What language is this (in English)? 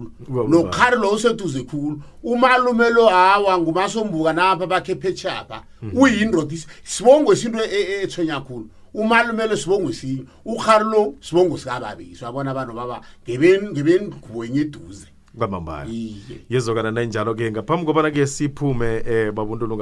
South Ndebele